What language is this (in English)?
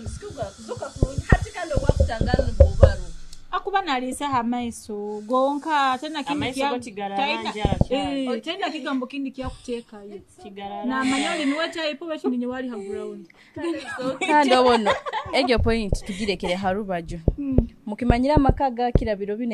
Nyoro